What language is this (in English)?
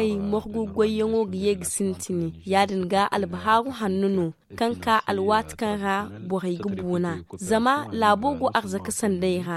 Zarma